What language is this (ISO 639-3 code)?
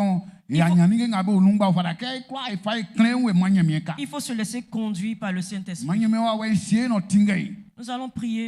bci